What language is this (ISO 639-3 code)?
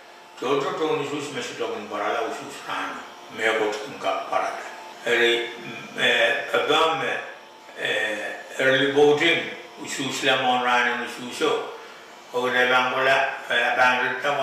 pon